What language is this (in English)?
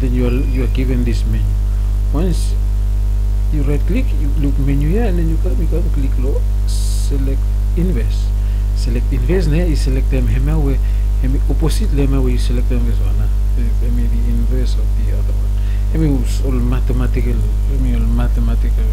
Bislama